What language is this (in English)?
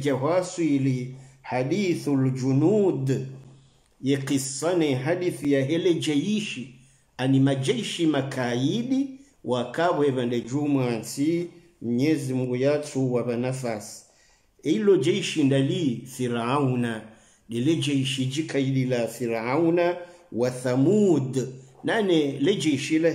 Swahili